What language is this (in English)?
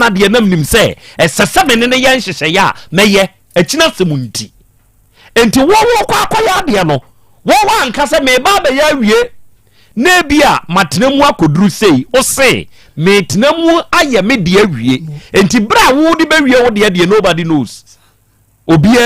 Akan